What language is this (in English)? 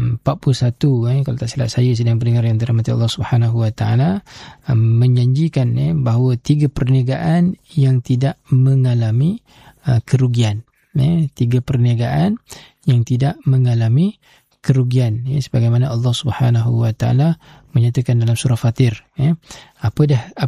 Malay